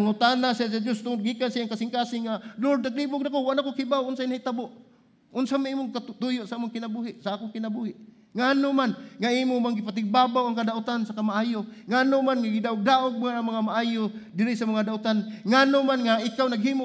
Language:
Cebuano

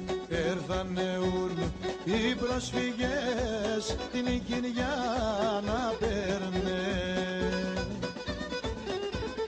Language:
Greek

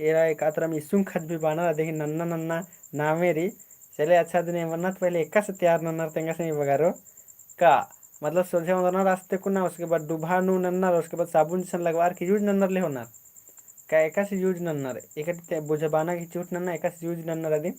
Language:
Kurukh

